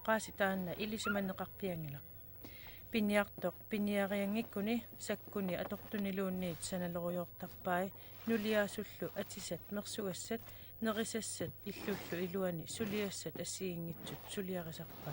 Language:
Kalaallisut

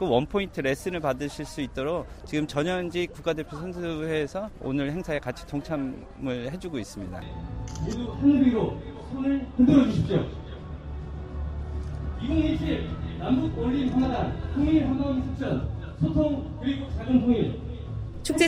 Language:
Korean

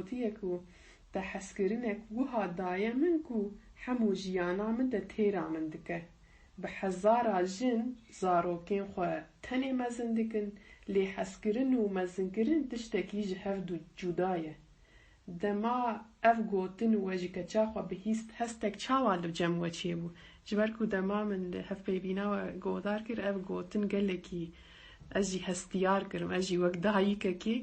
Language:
Kurdish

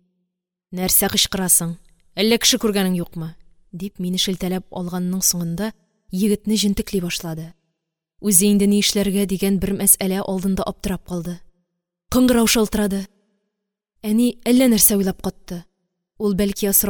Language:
Tatar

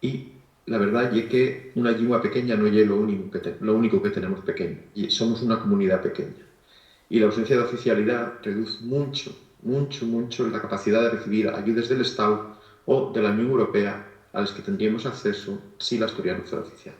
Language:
Asturian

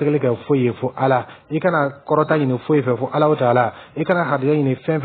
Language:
Dyula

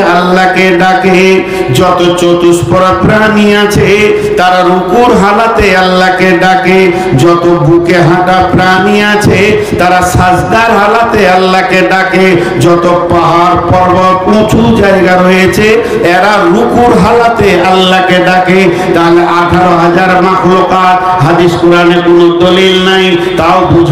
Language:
Bangla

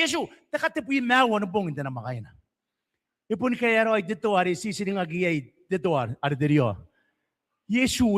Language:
Gilbertese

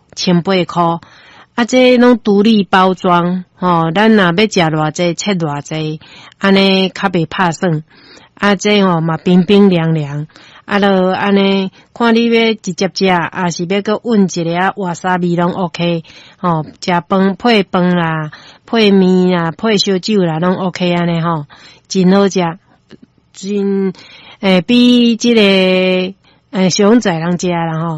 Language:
Min Nan Chinese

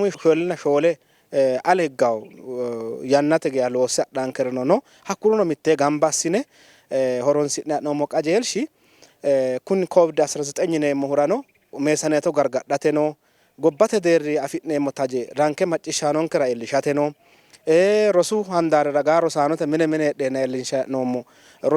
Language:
Sidamo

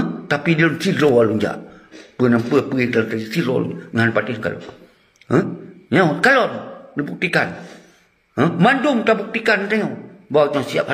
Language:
Achinese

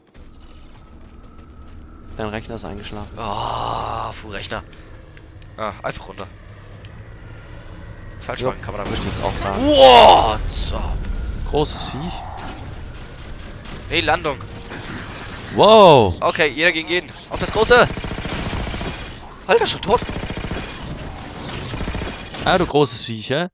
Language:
German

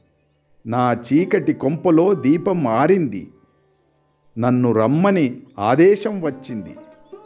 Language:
Telugu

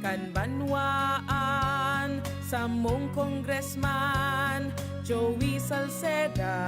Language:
Bikol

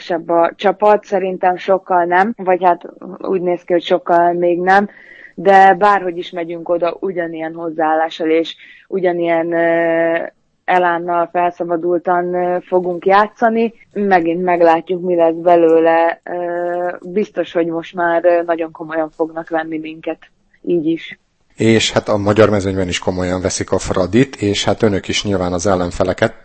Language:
Hungarian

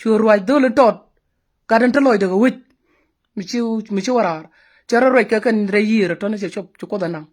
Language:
Nuer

